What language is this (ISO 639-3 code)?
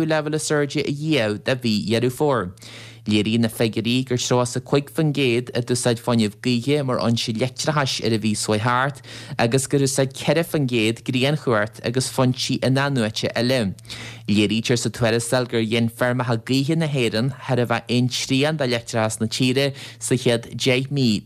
gle